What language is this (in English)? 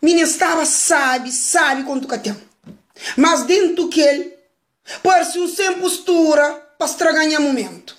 Kabuverdianu